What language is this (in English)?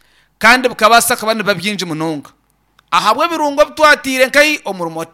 Nyankole